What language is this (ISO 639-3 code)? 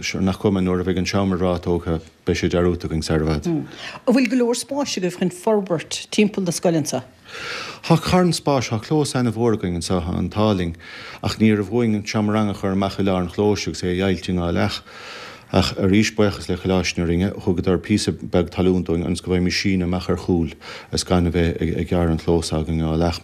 gle